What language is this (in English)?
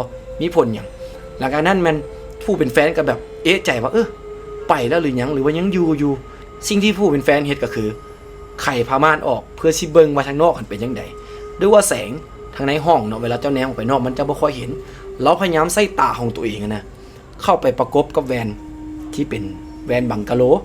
Lao